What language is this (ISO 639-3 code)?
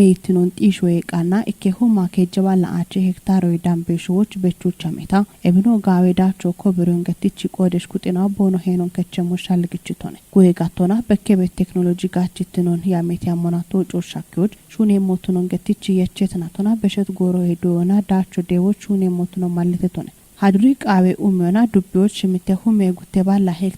kbr